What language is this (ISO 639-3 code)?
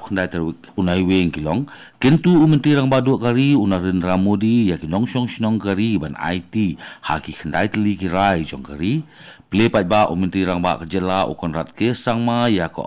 kha